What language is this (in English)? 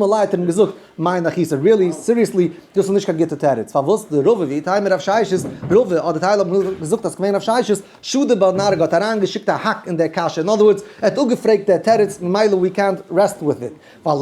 Yiddish